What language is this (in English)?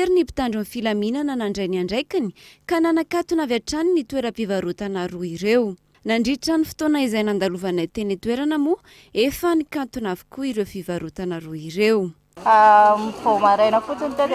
Malagasy